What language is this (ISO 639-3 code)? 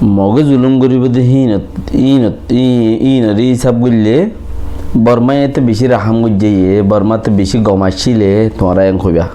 rhg